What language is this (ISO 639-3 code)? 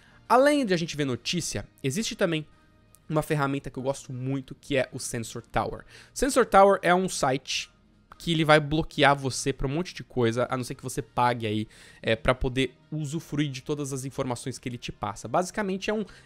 por